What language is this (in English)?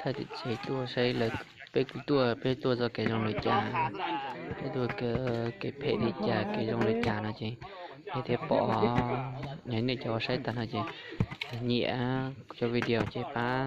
Hmong